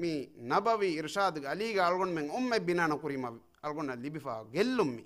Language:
Divehi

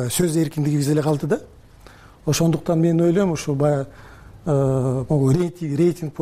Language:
Kyrgyz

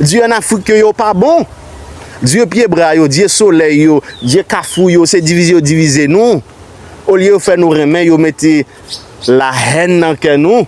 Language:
Haitian Creole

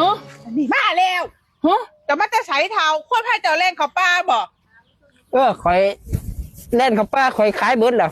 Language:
Lao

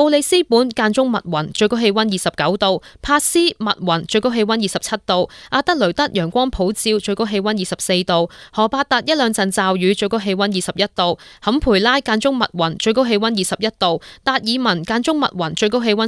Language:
Cantonese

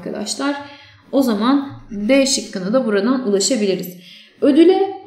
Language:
Turkish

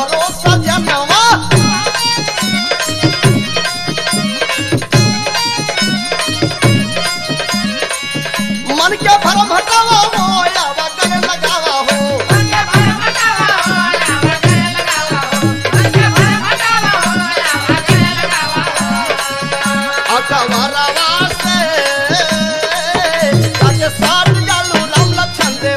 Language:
Bhojpuri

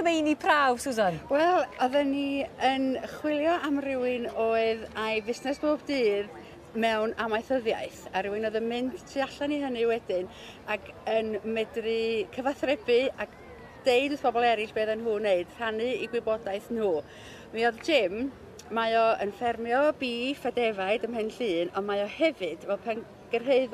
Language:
Welsh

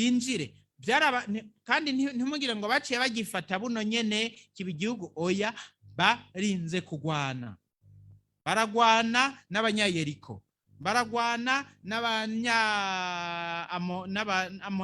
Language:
Rundi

